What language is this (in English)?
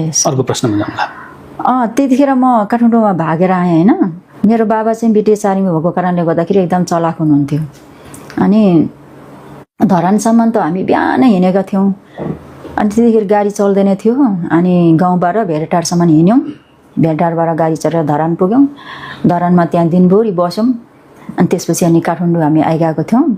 Nepali